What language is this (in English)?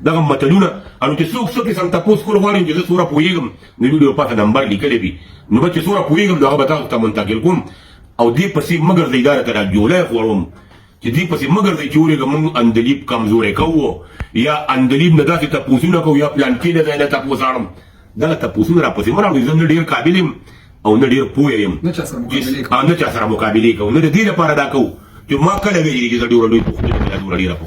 Pashto